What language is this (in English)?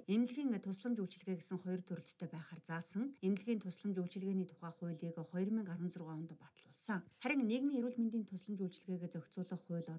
Mongolian